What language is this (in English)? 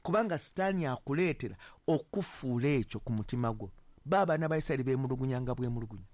Ganda